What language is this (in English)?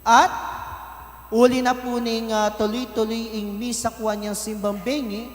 Pampanga